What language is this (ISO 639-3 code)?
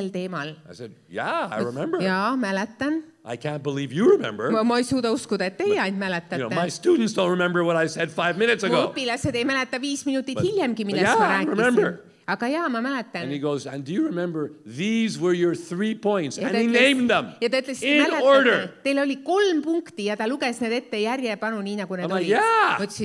est